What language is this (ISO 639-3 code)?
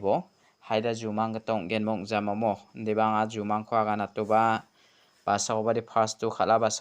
grt